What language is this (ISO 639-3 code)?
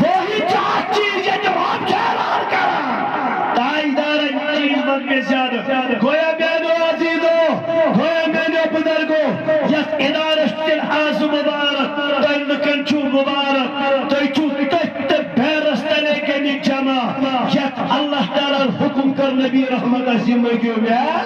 kas